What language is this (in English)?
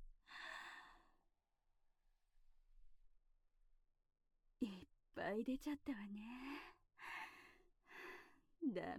Japanese